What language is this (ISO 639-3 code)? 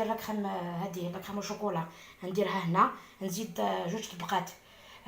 arq